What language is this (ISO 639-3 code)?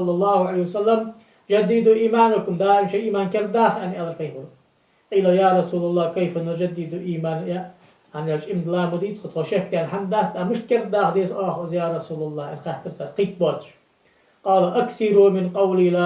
inh